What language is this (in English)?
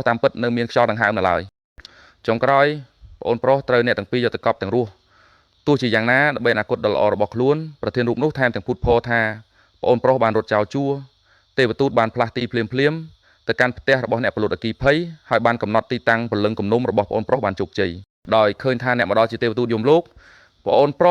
Khmer